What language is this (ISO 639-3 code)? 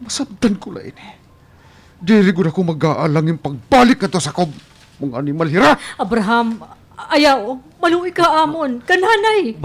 war